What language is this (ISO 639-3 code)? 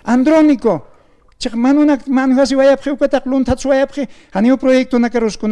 aym